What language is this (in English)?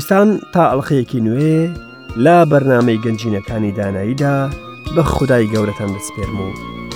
Central Kurdish